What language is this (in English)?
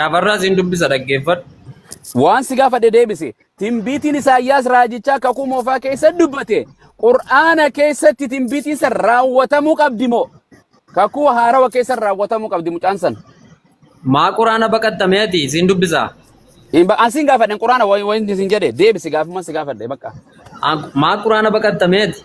Oromo